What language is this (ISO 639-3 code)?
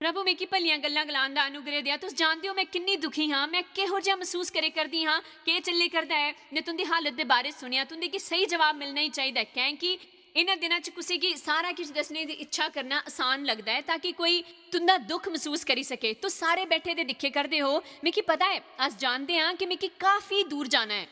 doi